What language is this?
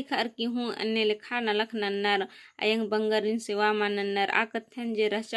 Kurukh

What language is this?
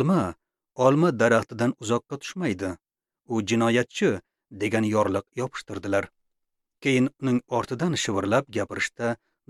Uzbek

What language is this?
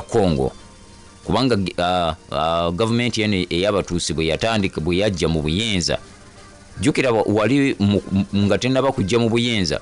Ganda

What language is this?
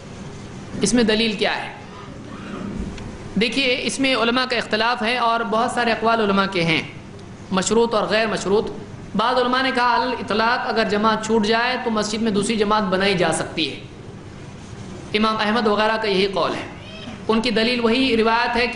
Urdu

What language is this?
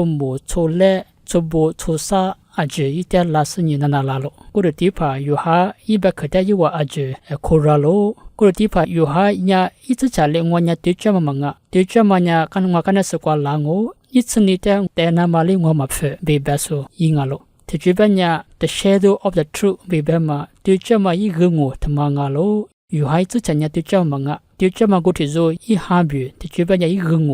Lisu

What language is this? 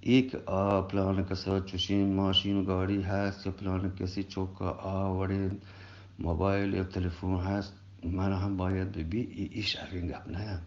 Eastern Balochi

